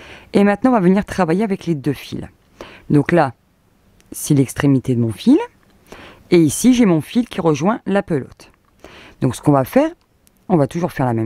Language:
French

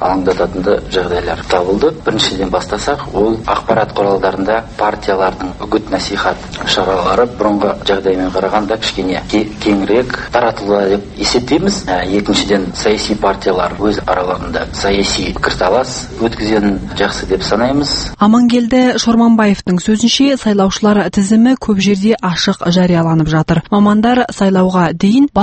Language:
Kazakh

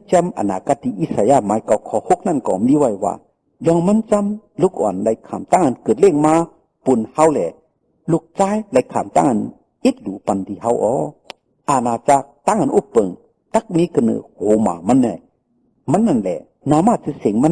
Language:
Shan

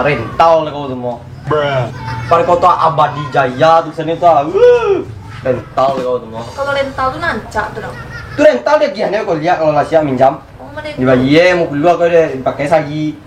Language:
Minangkabau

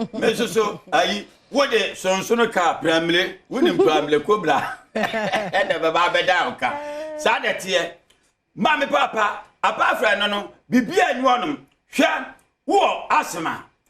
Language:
Akan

